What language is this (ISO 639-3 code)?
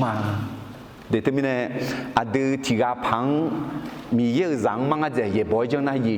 ahk